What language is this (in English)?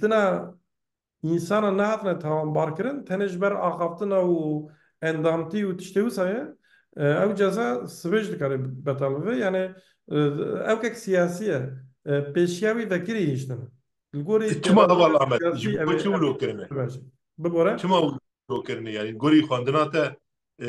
Kurdish